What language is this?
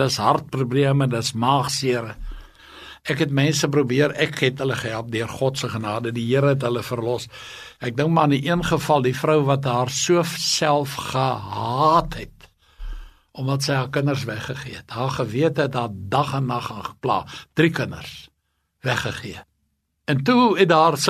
Afrikaans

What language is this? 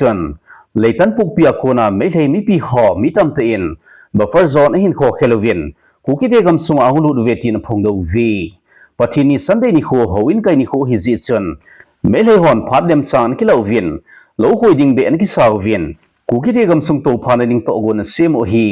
Thado Chin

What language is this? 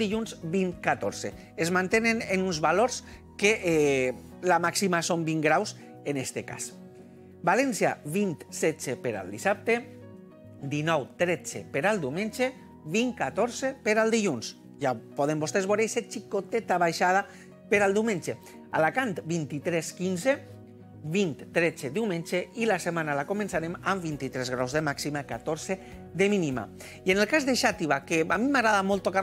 Catalan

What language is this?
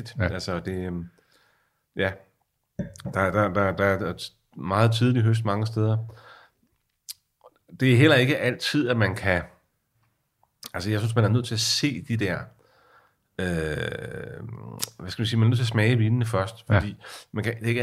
Danish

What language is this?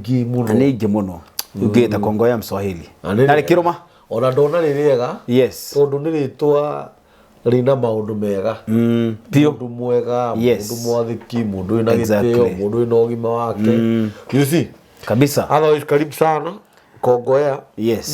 Kikuyu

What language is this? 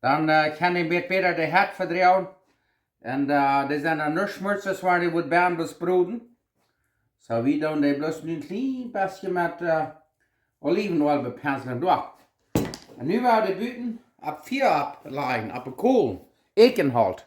Plautdietsch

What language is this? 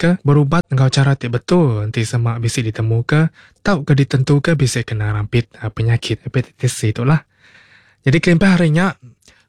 Iban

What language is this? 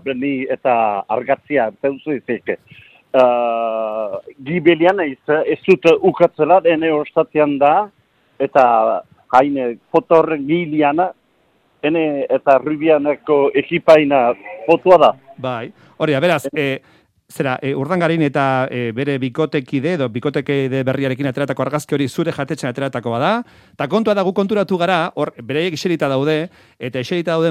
Basque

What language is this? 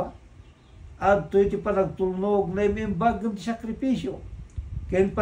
Iloko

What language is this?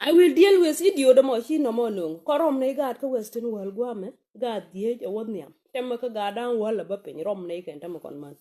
Nuer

